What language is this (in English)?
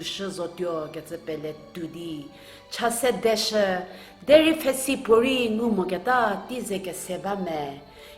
Angami Naga